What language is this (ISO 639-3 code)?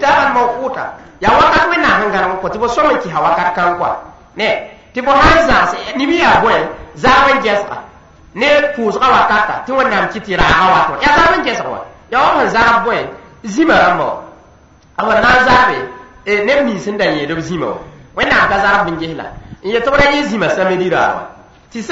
mos